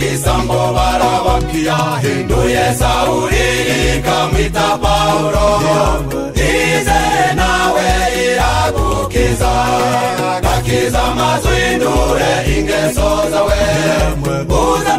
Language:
Kinyarwanda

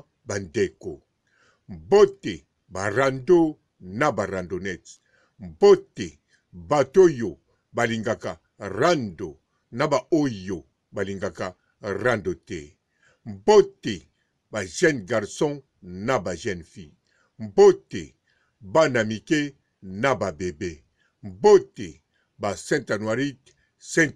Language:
Lingala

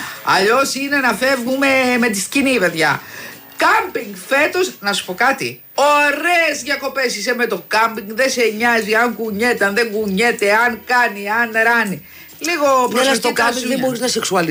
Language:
Greek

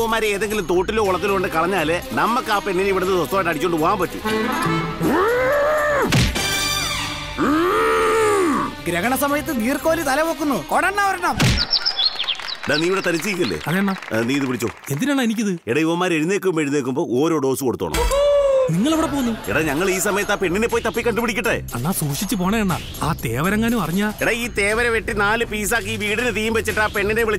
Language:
Malayalam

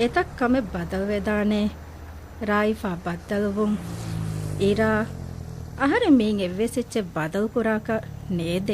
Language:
Divehi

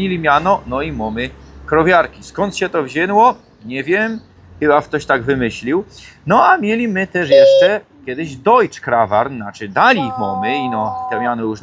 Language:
Silesian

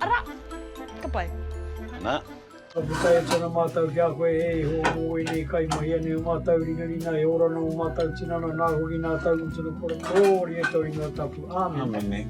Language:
Māori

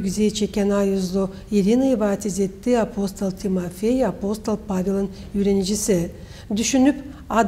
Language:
Gagauz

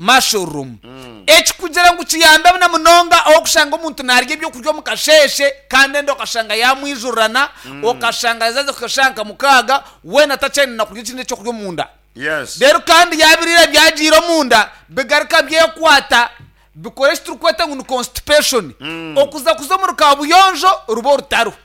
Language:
Nyankole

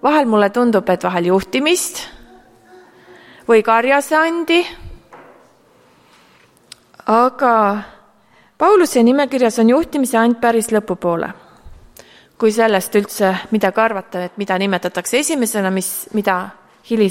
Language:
Estonian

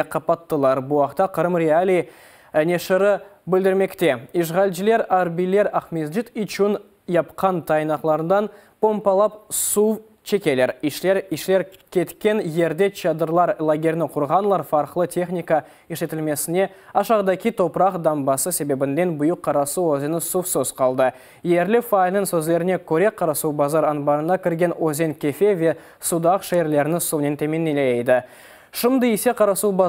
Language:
Crimean Tatar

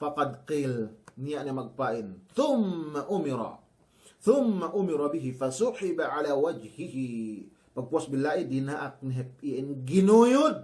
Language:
Yakan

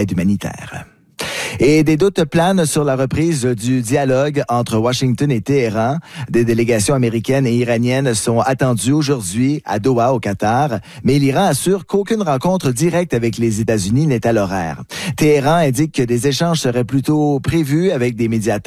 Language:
French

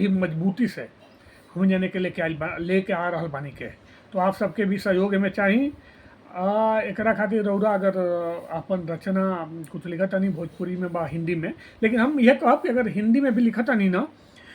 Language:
Bhojpuri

